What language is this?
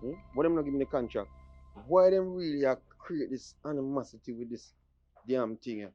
Jamaican Creole English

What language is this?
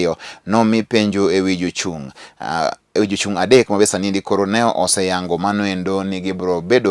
Luo (Kenya and Tanzania)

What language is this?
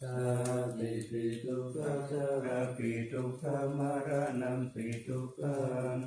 Pali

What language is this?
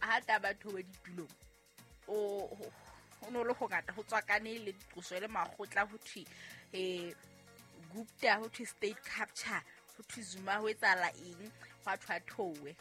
Southern Sotho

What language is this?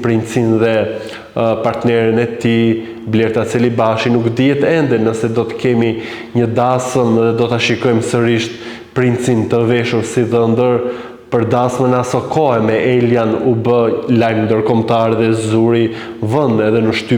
Albanian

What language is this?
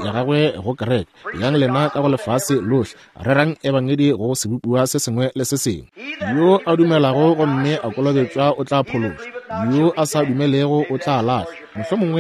Northern Sotho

